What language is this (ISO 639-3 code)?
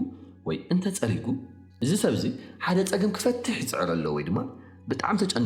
tir